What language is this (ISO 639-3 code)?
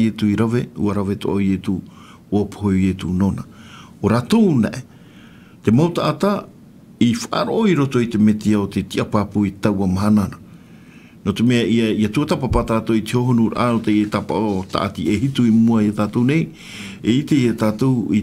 tah